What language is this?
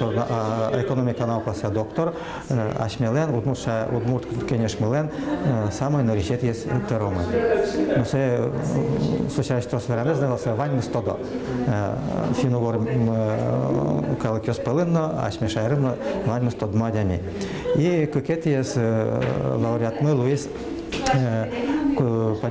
Udmurt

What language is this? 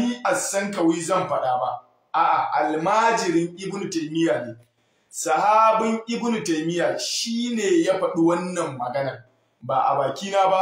Hausa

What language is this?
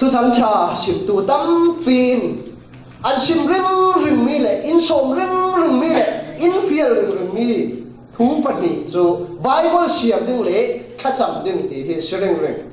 Falam Chin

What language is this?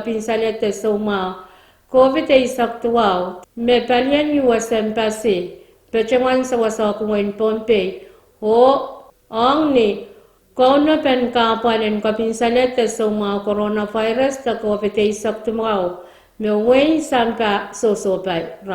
Pohnpeian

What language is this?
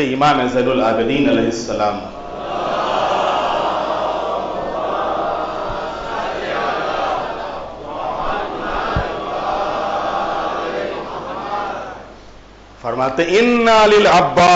Urdu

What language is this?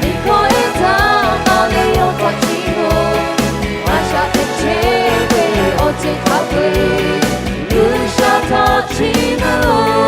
Lahu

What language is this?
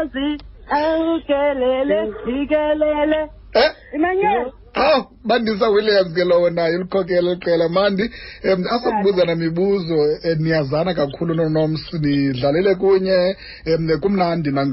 Xhosa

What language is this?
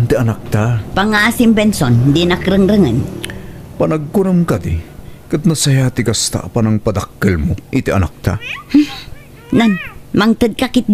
Iloko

